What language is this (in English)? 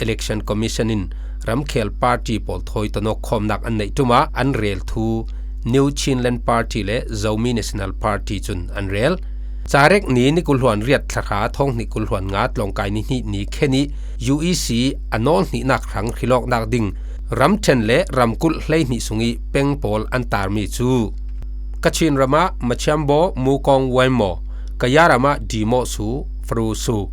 Falam Chin